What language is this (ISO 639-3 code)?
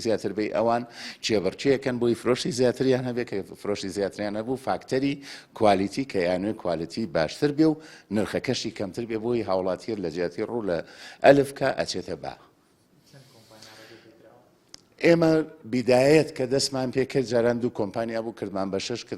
ckb